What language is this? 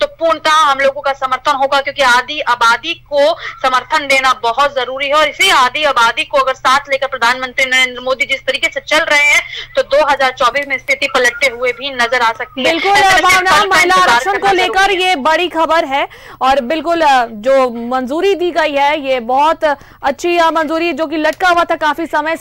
Hindi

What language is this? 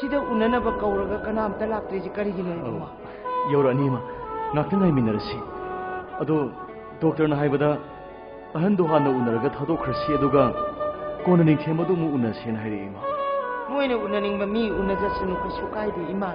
Manipuri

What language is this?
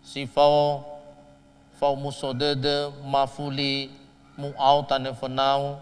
Nias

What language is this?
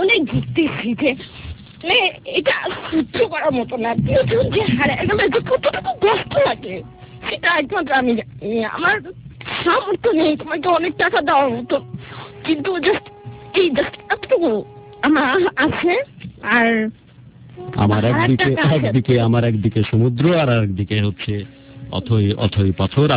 Bangla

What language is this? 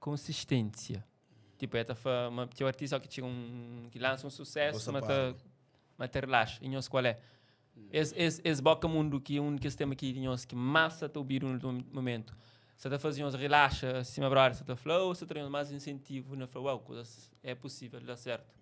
Kabuverdianu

